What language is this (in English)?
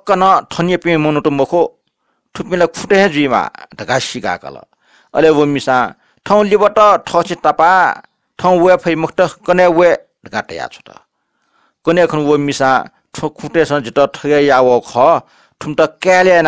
Newari